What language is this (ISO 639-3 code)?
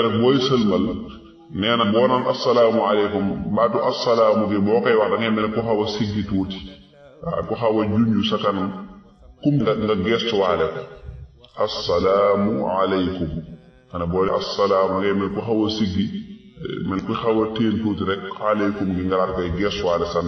wol